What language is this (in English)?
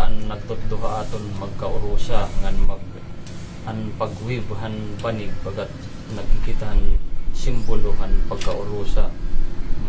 Waray